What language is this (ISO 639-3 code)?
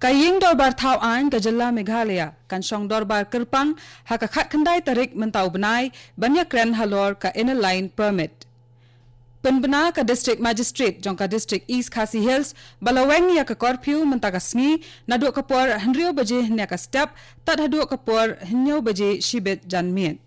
kha